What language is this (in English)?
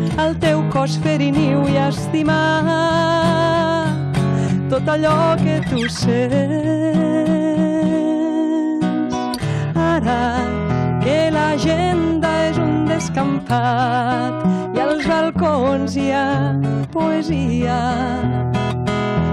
Catalan